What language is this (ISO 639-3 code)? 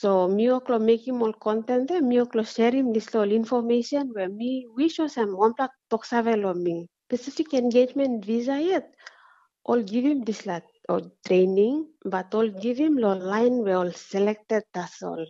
tpi